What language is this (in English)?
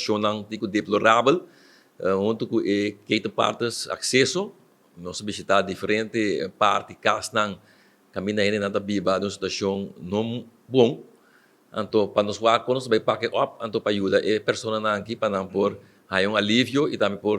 Papiamento